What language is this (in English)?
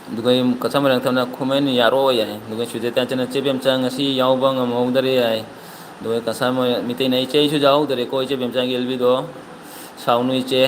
Manipuri